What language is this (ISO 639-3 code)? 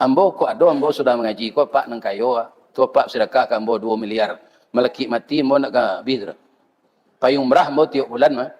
min